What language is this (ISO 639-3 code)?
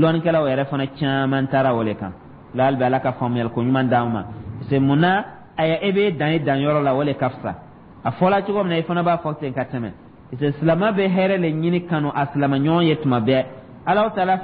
dyu